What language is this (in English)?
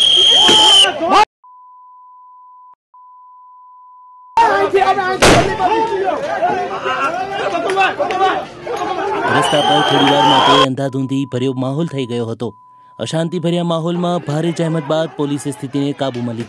Gujarati